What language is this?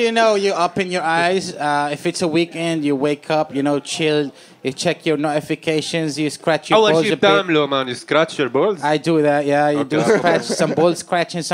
English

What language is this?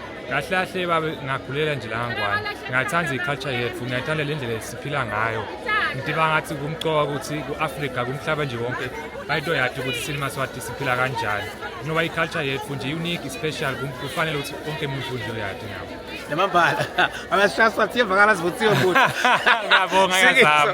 Swati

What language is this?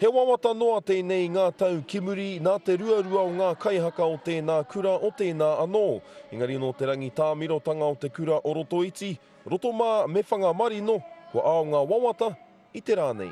Māori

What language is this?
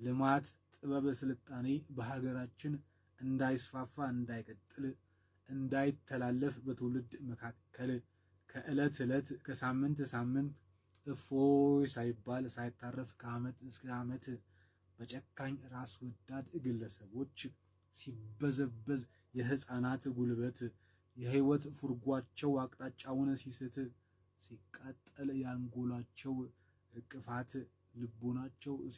Amharic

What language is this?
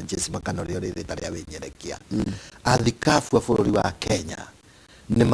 Kikuyu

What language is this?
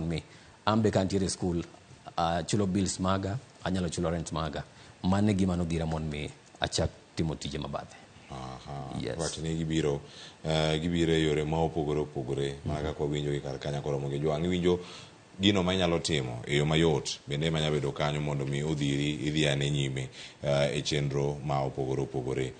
Luo (Kenya and Tanzania)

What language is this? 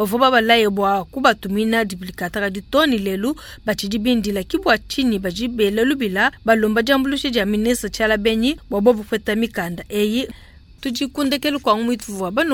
Luba-Lulua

